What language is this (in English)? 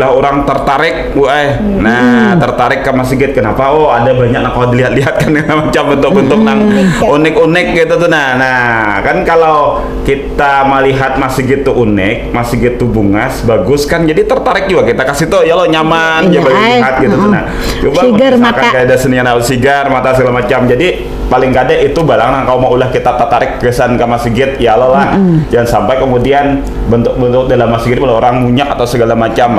Banjar